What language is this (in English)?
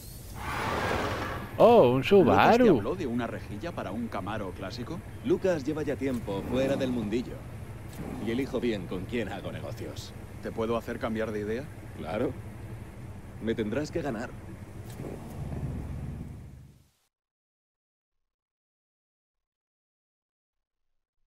Spanish